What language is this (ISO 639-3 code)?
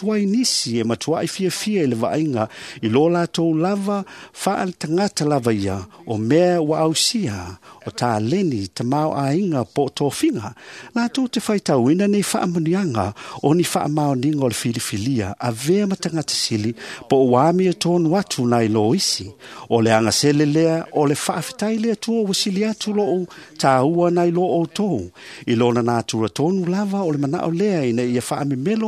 smo